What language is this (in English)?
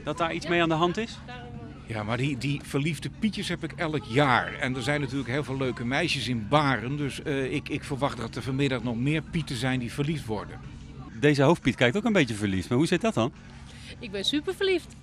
Dutch